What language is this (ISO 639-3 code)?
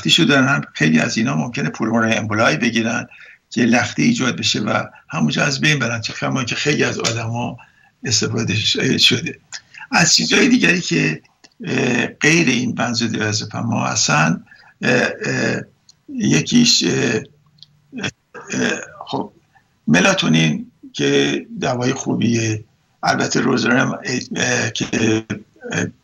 fas